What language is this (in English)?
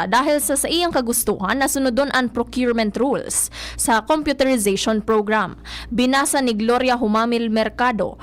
Bikol